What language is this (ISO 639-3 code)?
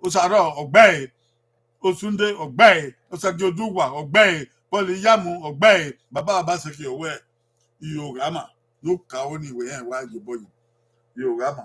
bin